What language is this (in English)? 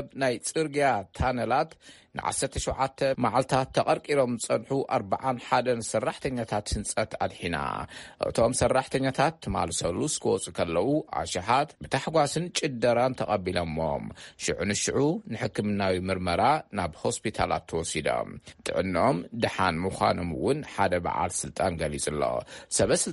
Tigrinya